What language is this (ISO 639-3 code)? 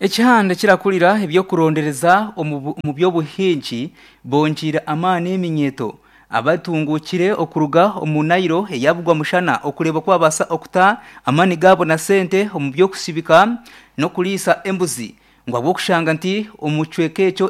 nyn